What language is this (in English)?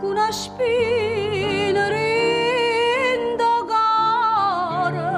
Neapolitan